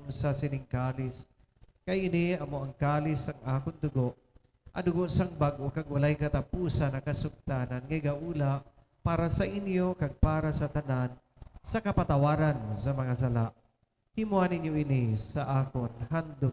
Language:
Hiligaynon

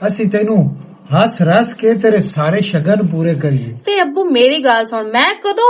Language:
Western Panjabi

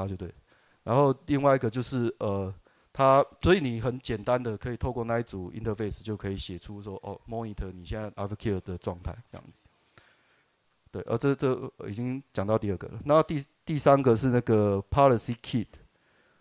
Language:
Chinese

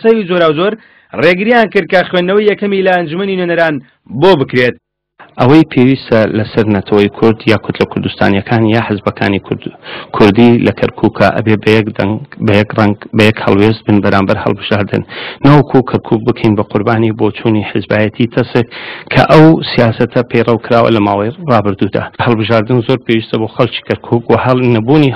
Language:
Central Kurdish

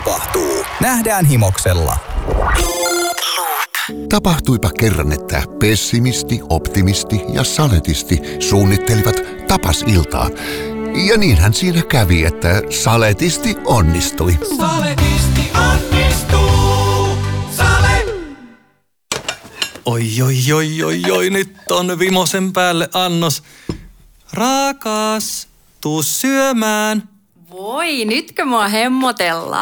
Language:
Finnish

